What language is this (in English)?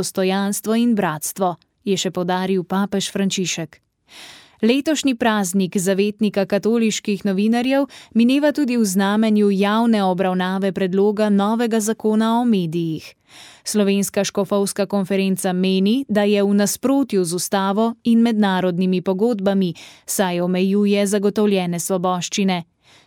Slovenian